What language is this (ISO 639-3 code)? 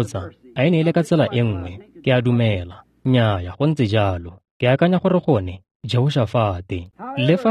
tsn